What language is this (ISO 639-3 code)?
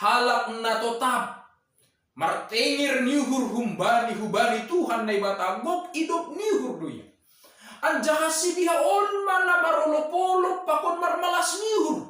bts